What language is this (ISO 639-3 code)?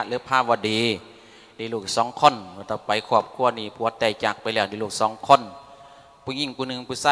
lao